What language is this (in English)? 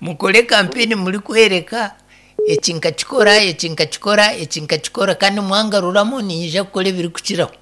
Nyankole